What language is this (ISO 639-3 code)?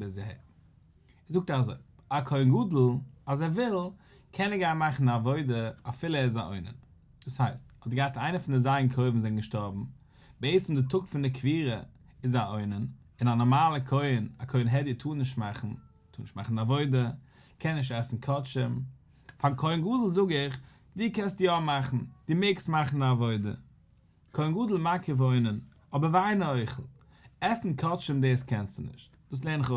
yid